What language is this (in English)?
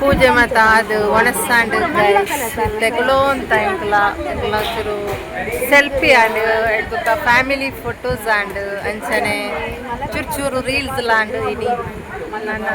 Tulu